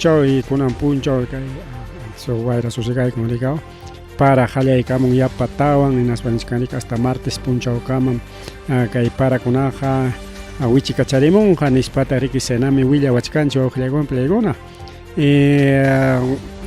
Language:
Ayacucho Quechua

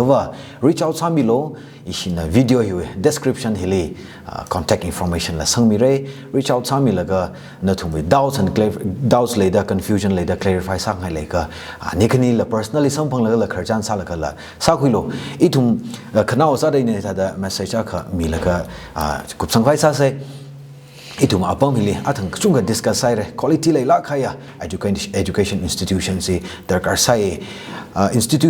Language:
Tangkhul Naga (India)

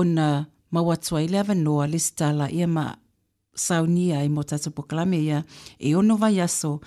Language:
Samoan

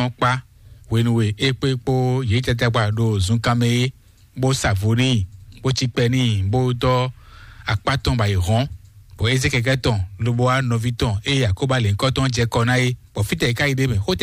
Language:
Fon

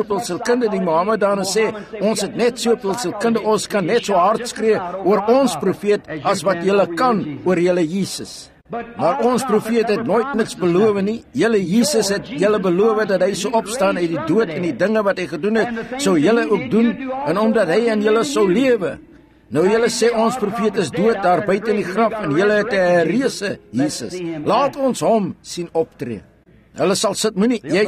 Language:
Afrikaans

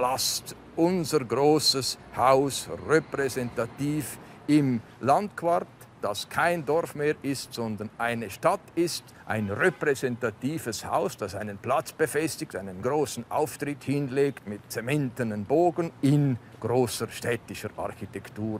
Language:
Romansh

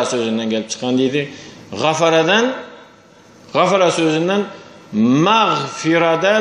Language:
Turkmen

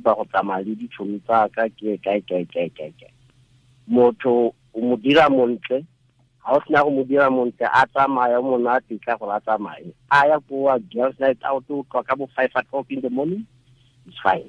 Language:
Tswana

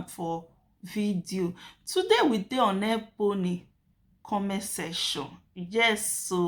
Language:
Nigerian Pidgin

